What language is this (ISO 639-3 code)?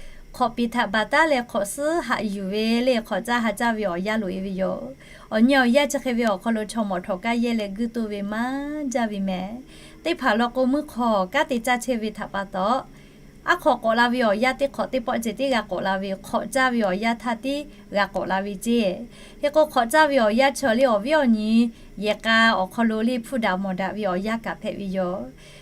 lhu